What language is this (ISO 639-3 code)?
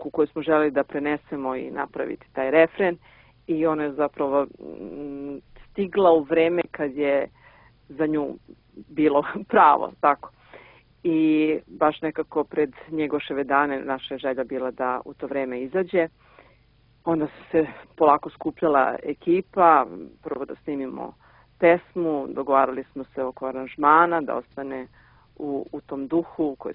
srp